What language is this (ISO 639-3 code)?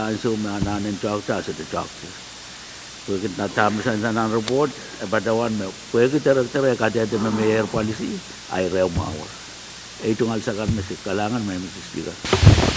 pon